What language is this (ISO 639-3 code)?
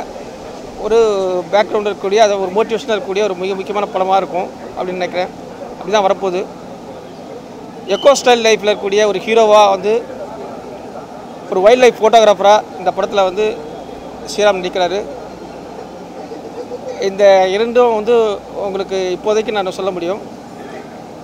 tam